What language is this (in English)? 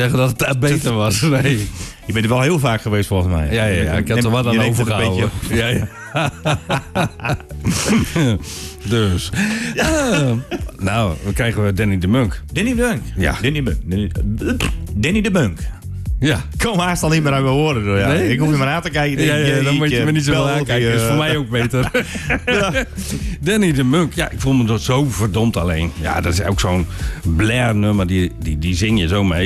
Dutch